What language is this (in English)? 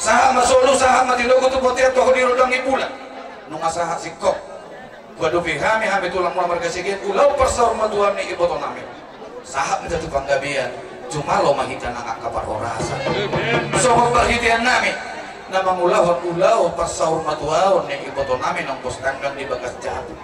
Batak Toba